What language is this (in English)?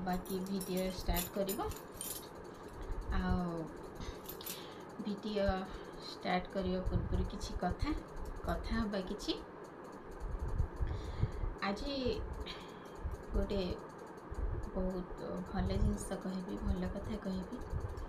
Odia